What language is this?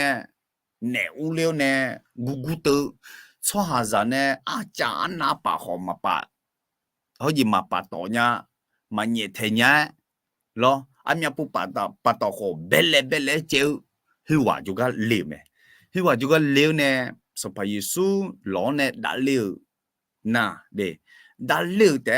Akha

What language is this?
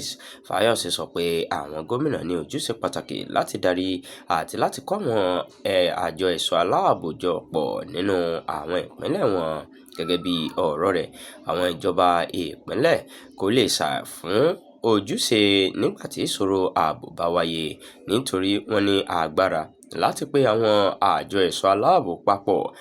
Yoruba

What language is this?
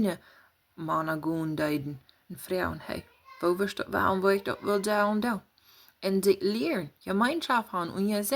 Plautdietsch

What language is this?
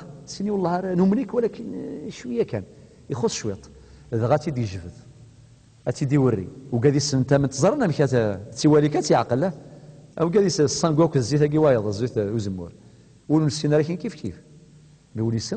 Kabyle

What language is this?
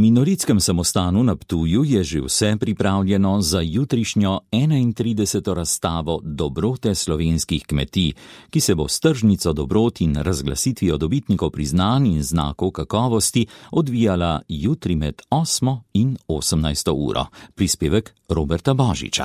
Slovenian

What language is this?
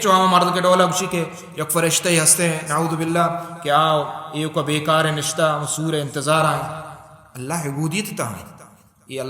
Baluchi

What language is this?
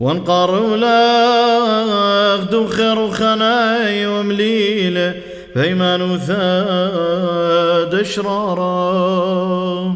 Classical Syriac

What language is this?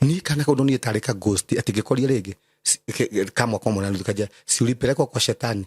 Kikuyu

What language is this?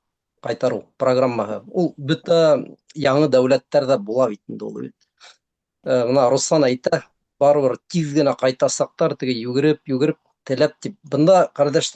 Bashkir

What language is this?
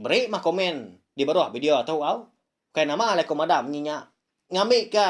Iban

